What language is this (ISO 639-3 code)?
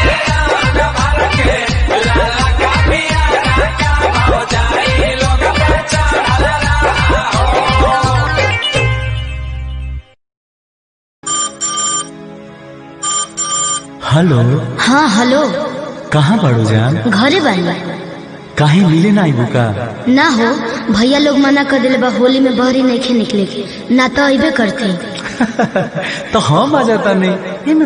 bho